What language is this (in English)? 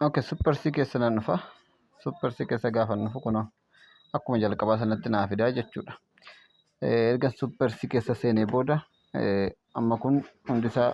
Oromo